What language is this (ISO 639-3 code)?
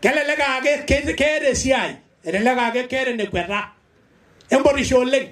mas